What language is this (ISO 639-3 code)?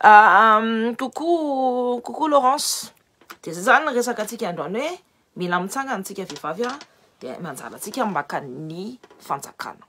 mlg